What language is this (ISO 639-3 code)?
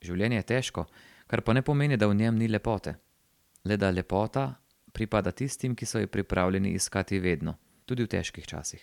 slv